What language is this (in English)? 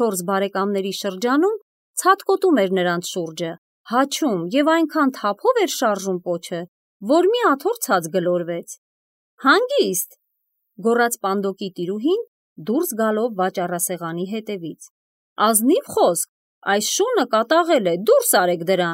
Armenian